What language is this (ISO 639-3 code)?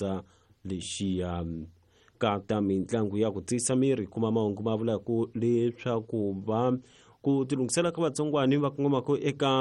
tso